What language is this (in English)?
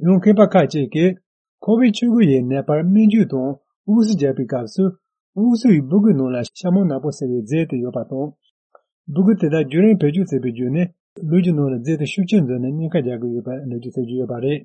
Tibetan